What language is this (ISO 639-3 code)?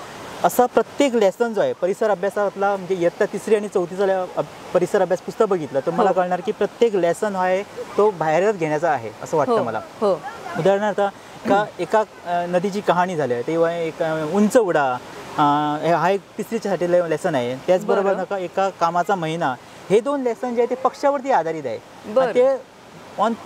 mar